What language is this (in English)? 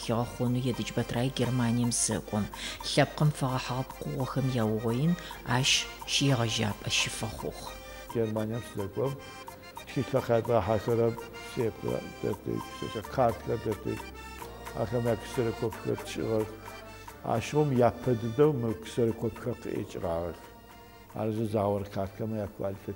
Adyghe